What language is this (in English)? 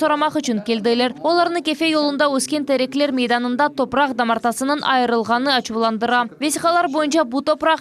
Crimean Tatar